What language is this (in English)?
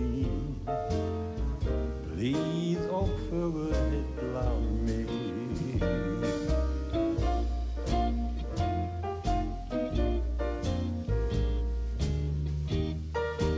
Icelandic